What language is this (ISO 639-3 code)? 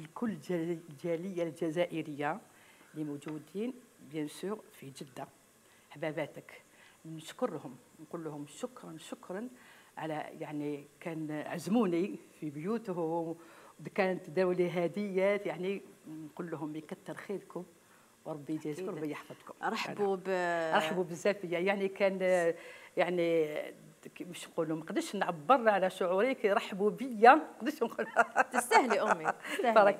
arq